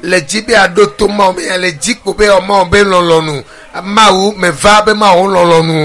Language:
Ewe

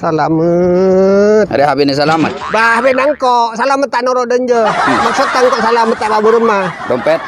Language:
Madurese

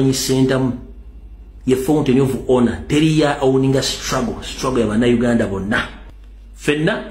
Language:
Ganda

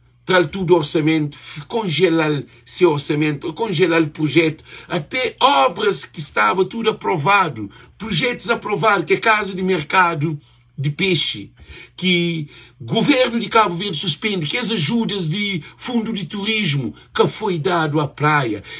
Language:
Kabuverdianu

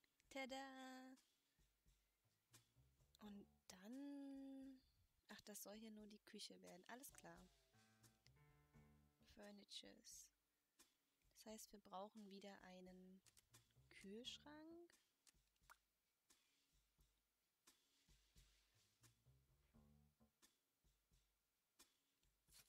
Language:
German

